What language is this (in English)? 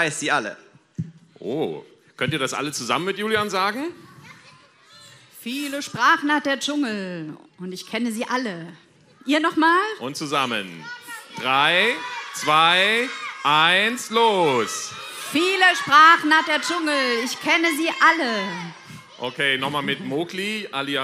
German